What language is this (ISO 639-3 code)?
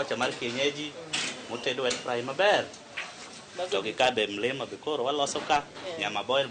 luo